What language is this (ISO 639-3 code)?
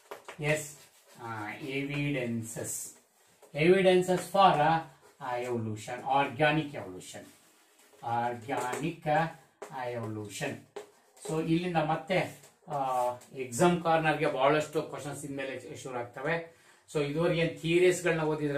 kan